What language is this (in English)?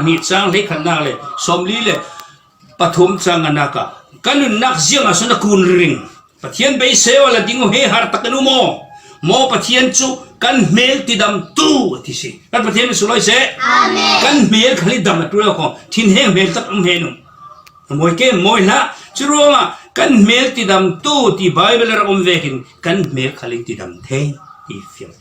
Falam Chin